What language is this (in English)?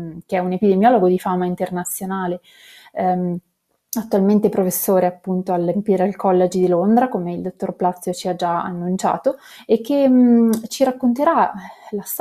Italian